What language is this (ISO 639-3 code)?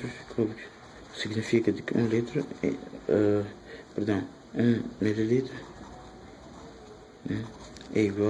por